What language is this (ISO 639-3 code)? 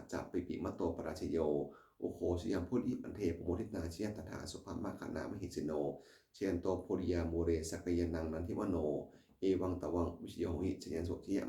pli